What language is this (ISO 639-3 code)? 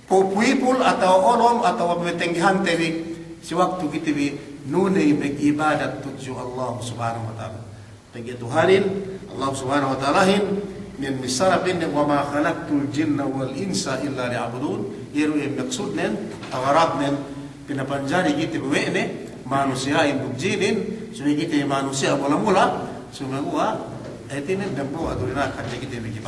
yka